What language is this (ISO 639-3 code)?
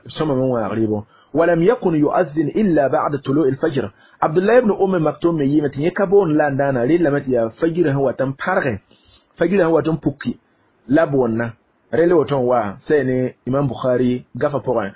mos